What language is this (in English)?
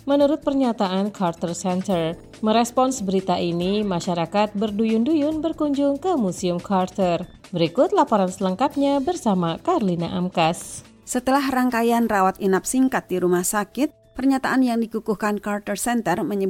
Indonesian